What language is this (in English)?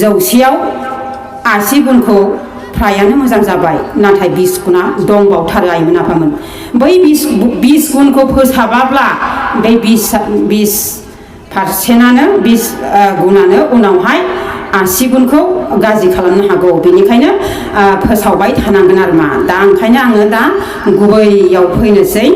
Bodo